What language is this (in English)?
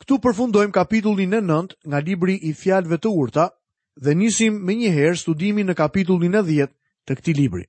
Albanian